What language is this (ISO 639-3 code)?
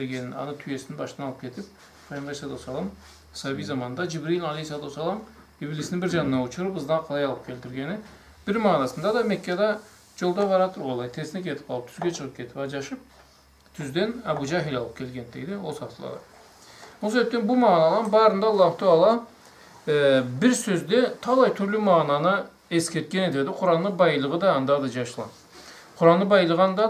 krc